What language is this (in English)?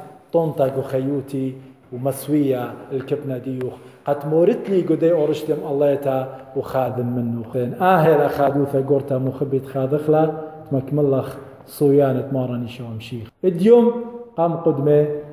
Assyrian Neo-Aramaic